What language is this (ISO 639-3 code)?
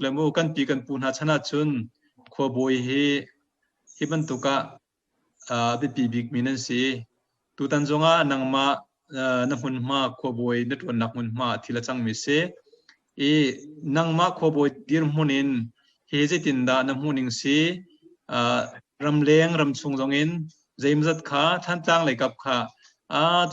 cnh